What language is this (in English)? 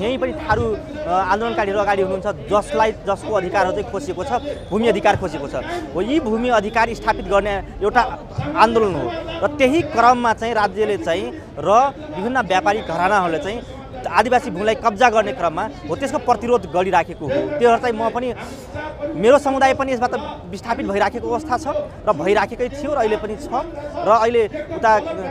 Nepali